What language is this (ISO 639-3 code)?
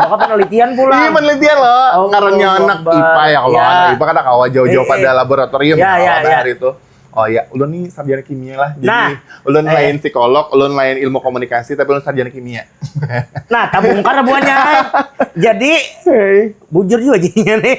bjn